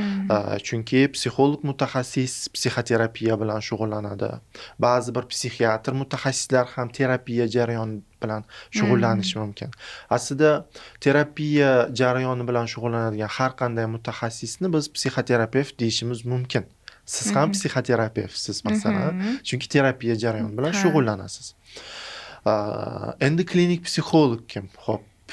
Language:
Uzbek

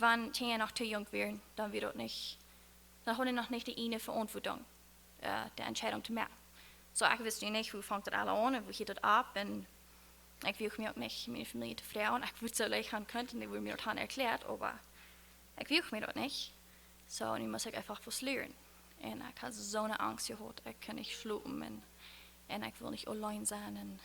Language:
Plautdietsch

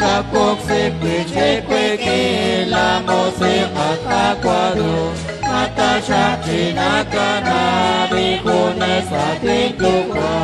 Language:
Kekchí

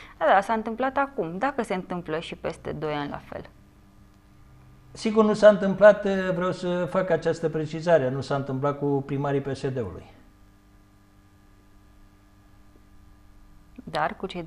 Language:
Romanian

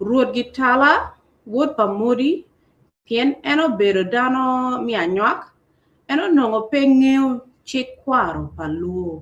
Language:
Acoli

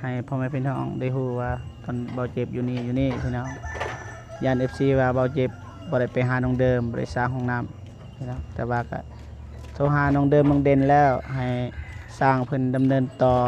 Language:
Lao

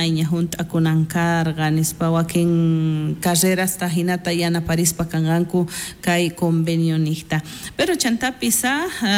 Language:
South Bolivian Quechua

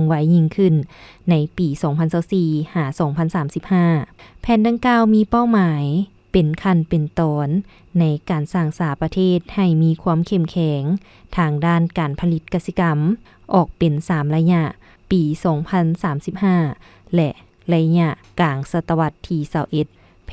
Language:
Lao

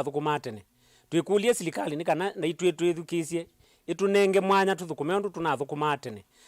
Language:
Kamba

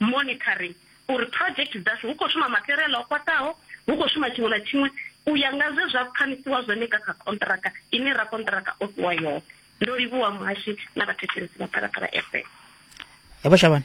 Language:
Venda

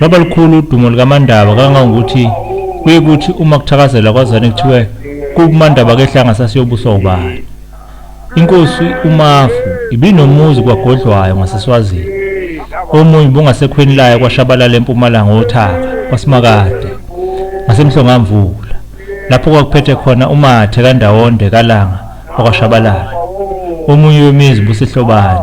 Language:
Zulu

